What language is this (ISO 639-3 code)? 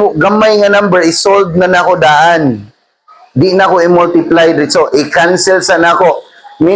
ceb